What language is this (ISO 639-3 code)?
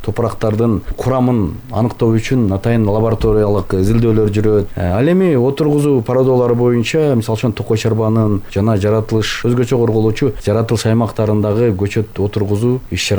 kir